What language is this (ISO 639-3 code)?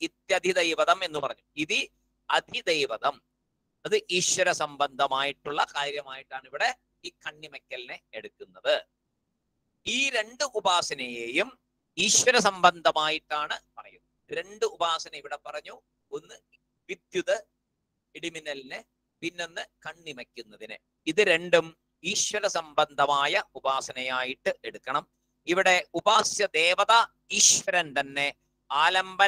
mal